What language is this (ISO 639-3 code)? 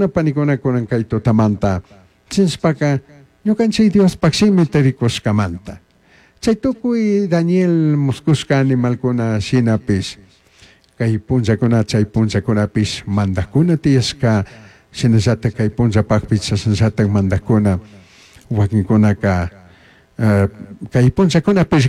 qug